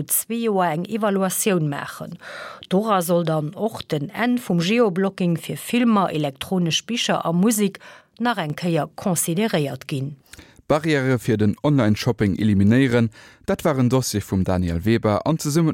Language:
Luxembourgish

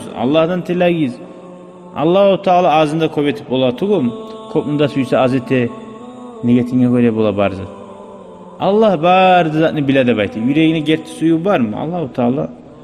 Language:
Kumyk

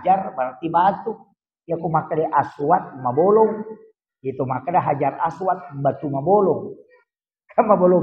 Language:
Buginese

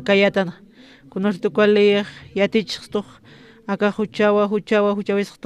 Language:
Aymara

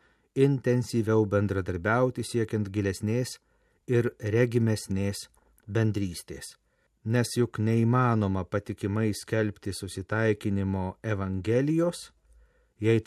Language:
Lithuanian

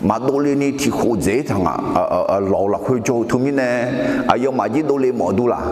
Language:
Akha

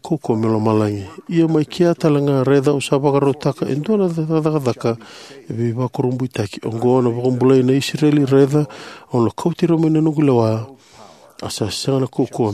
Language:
Fijian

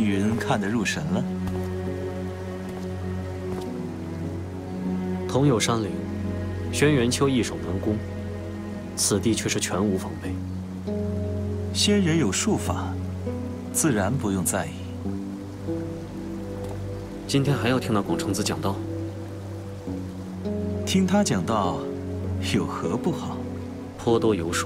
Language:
Chinese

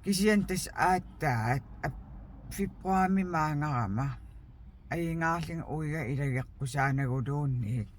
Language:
Kalaallisut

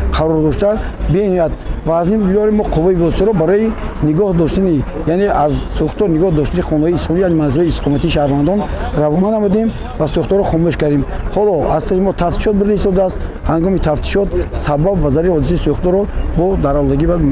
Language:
Tajik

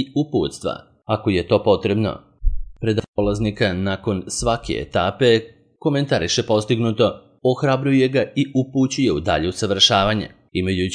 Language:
Serbian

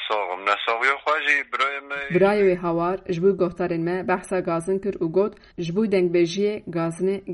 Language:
Kurdish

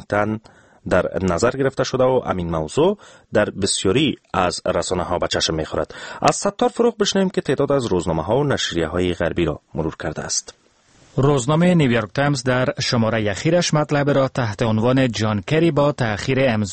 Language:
Persian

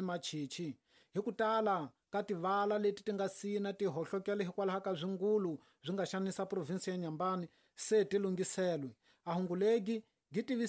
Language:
Tsonga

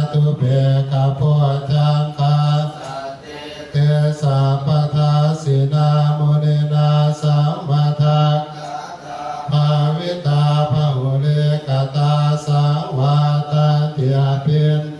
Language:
Pali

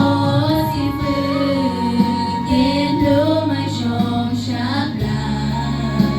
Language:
Hmong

